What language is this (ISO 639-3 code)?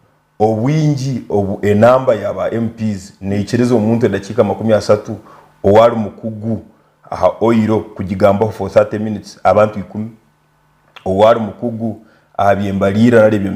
nyn